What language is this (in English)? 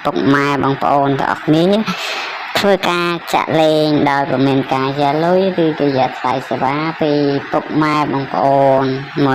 Khmer